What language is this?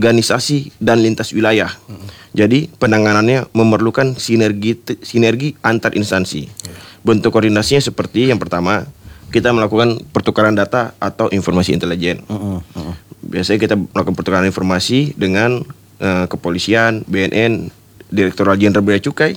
Indonesian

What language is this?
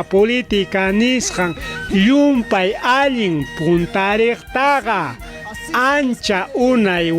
Ayacucho Quechua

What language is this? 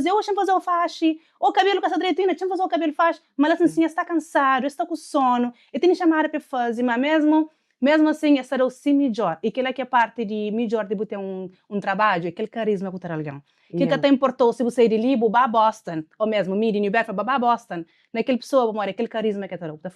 Kabuverdianu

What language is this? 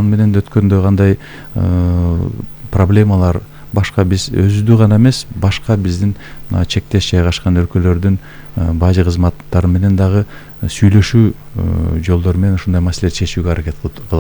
Kyrgyz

